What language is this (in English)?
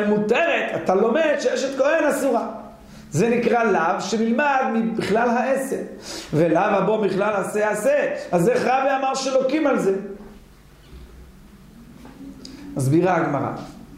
Hebrew